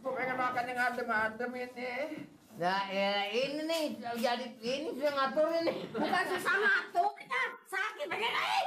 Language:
Betawi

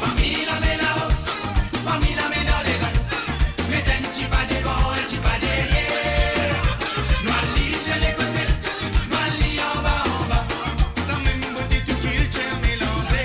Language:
Morisyen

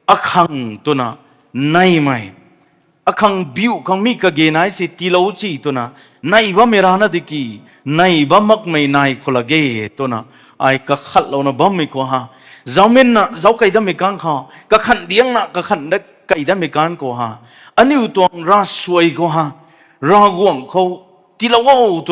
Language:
Rongmei Naga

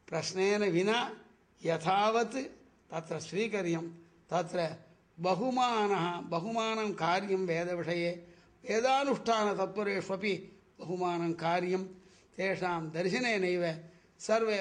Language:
Sanskrit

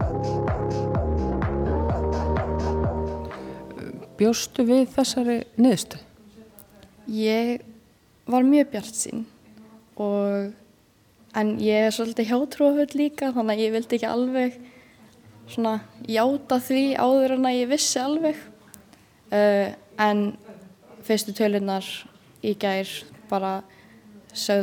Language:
Icelandic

